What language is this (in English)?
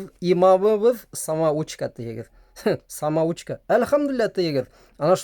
Bashkir